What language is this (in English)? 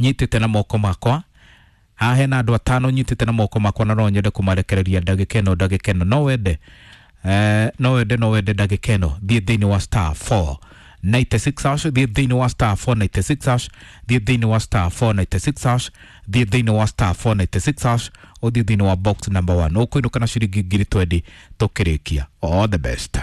Kikuyu